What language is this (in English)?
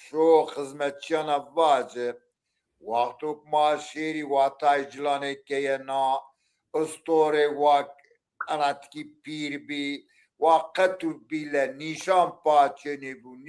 Zaza